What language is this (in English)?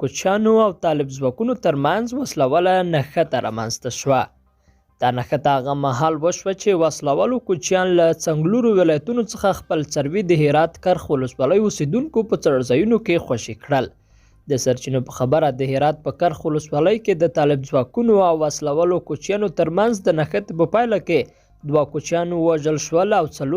Pashto